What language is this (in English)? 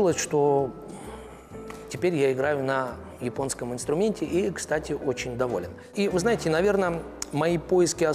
Russian